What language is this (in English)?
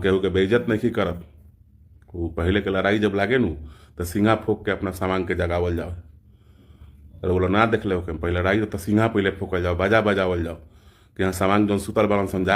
Bhojpuri